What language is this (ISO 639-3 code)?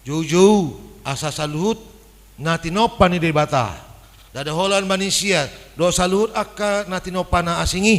bbc